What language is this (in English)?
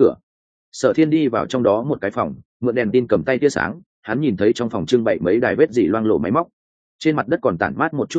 Vietnamese